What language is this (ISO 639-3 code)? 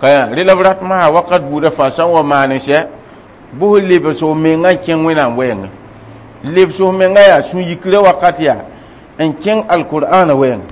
mos